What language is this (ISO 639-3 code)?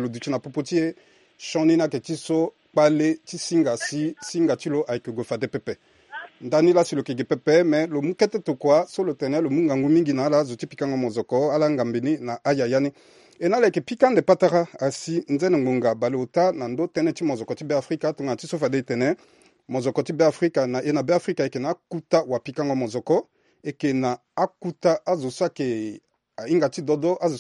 sag